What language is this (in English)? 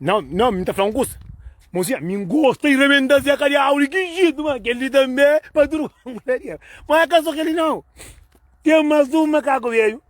Kabuverdianu